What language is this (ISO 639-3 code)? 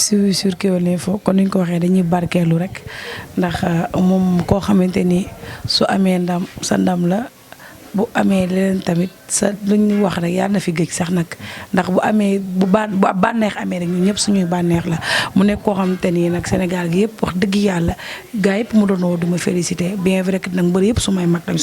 wol